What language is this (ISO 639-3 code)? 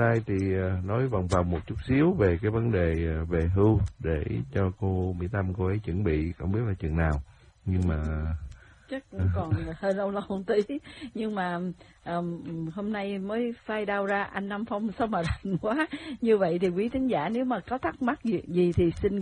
vie